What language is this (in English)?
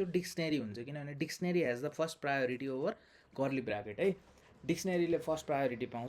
Nepali